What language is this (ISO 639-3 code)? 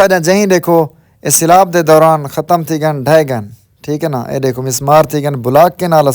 skr